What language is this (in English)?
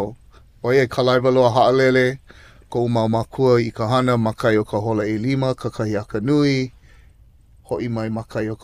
Hawaiian